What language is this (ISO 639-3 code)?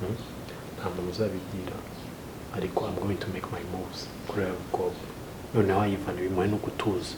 kin